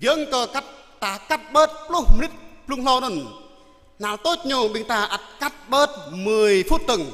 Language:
Jarai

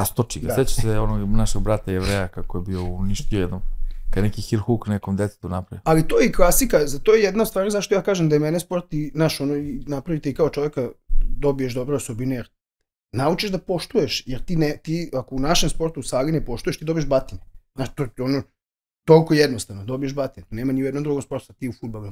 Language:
Serbian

